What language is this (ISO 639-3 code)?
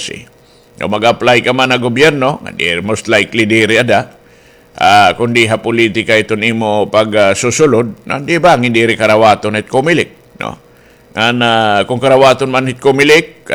war